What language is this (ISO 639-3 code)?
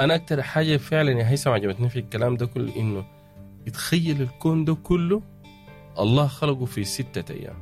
apd